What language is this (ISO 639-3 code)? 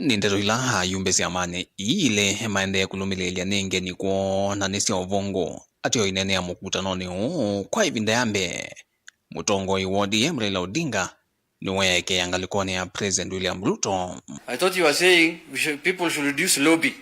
kam